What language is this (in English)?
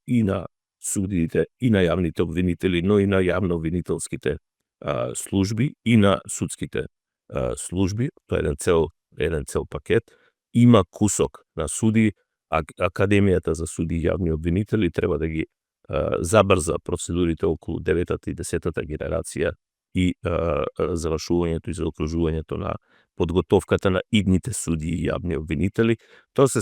Macedonian